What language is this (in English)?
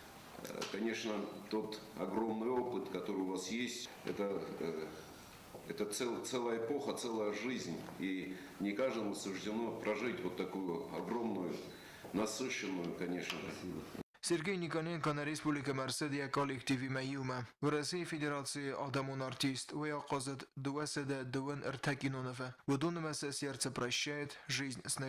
Ossetic